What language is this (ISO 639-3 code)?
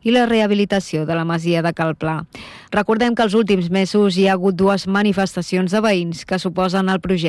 cat